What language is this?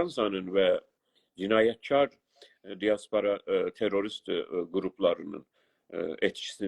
South Azerbaijani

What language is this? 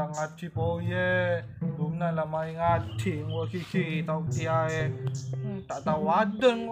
Madurese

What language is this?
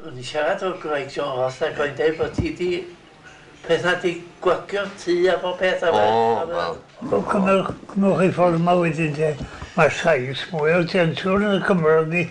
Welsh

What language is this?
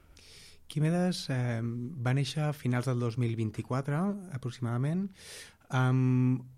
Catalan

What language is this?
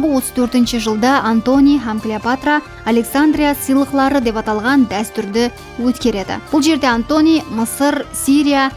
Kara-Kalpak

